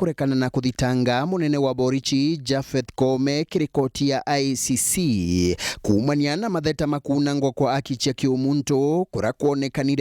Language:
Meru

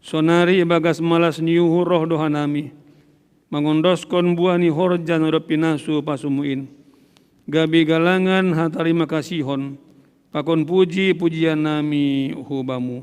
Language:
Batak Simalungun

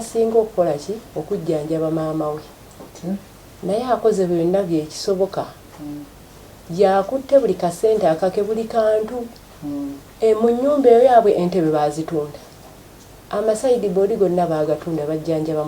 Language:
Ganda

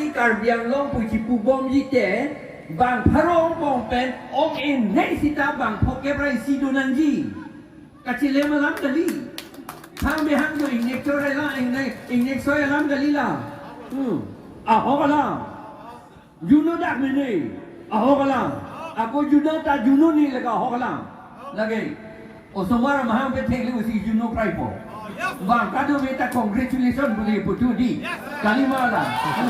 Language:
Karbi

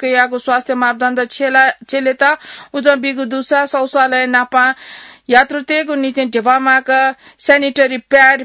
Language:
Newari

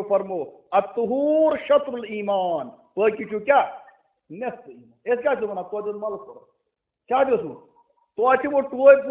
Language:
Kashmiri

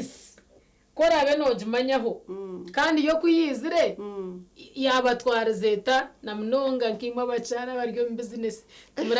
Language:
Nyankole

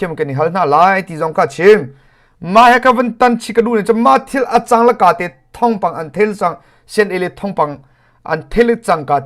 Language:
Hakha Chin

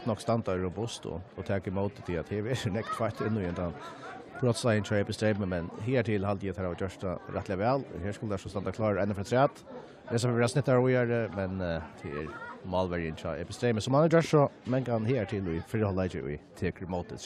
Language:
Faroese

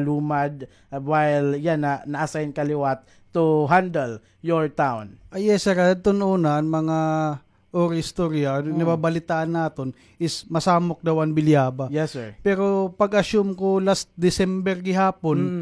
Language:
Waray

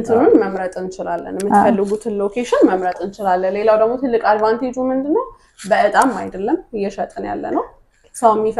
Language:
Amharic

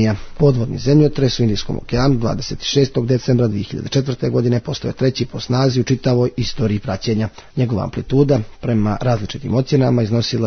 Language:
Serbian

